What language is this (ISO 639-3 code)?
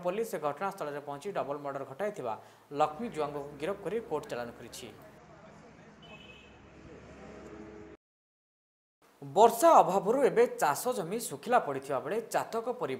ori